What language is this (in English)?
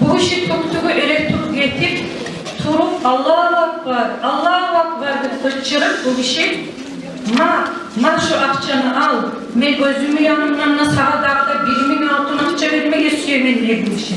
Kumyk